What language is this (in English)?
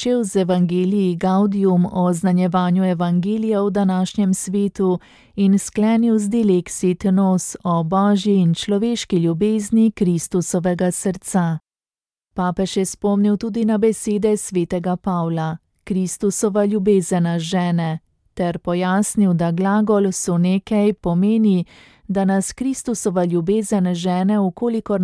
Slovenian